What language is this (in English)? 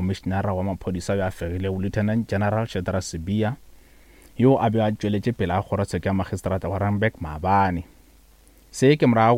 Northern Sotho